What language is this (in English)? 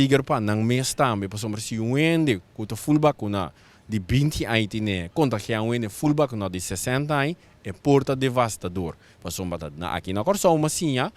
Papiamento